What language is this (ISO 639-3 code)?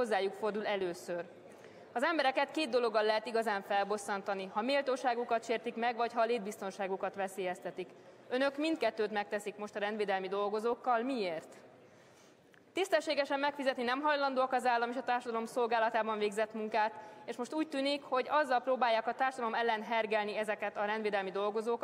hun